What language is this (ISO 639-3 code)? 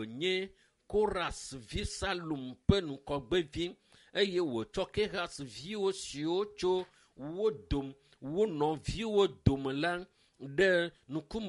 ewe